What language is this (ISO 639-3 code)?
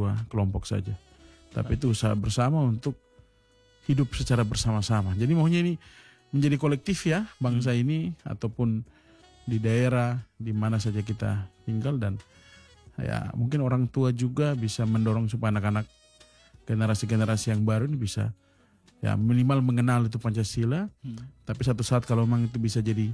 ind